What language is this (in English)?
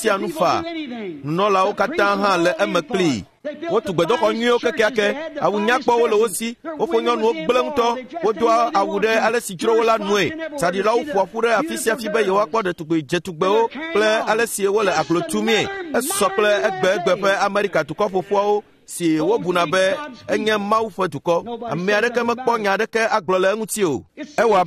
Ewe